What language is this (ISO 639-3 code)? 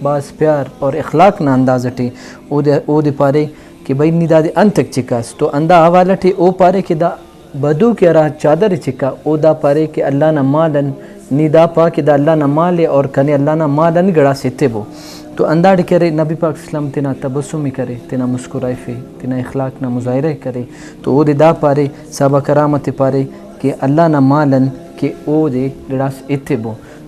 brh